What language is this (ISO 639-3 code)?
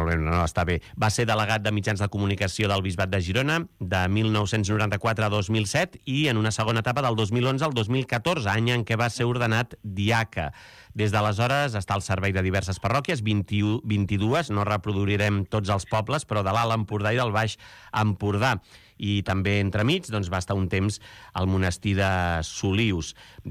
cat